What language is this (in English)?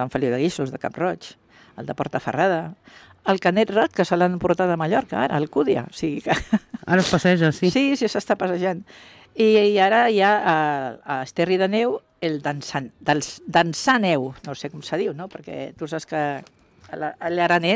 Catalan